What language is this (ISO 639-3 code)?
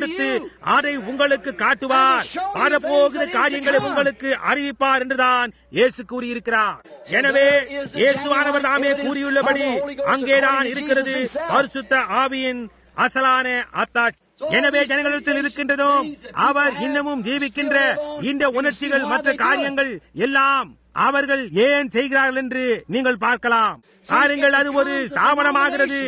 tam